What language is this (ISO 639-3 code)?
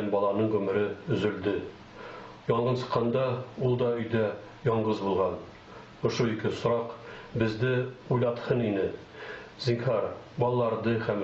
bak